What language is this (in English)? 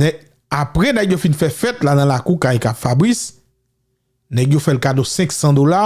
Haitian Creole